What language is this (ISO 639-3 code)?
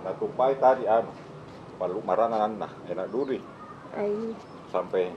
mfp